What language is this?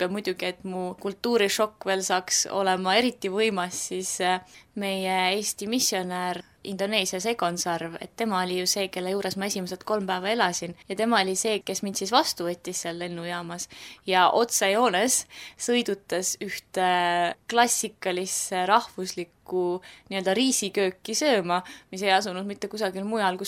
Estonian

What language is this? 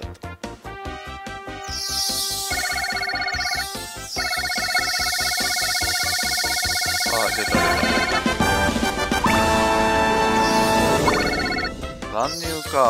Japanese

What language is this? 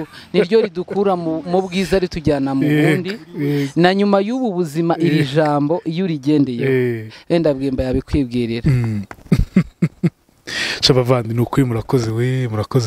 Kinyarwanda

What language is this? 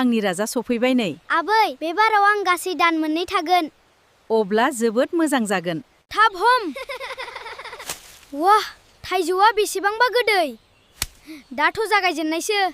Bodo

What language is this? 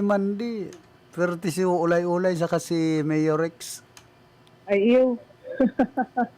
Bikol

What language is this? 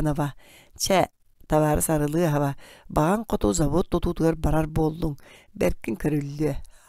Yakut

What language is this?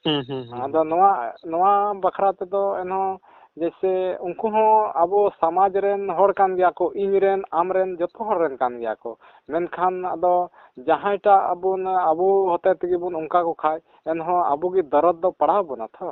Santali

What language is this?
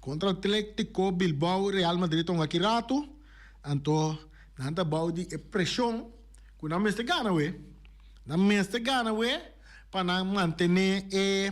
Papiamento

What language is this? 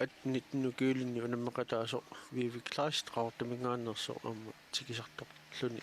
Kalaallisut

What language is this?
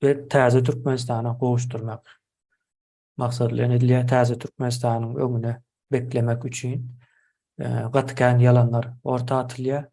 Turkmen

